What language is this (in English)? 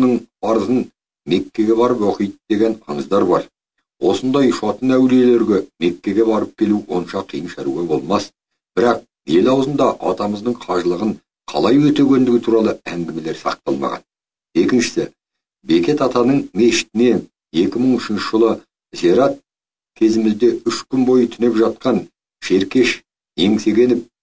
Kazakh